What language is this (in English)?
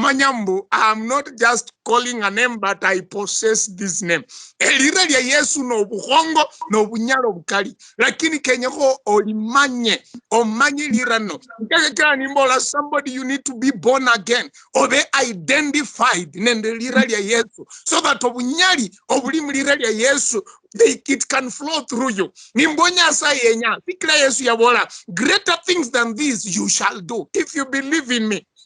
Luyia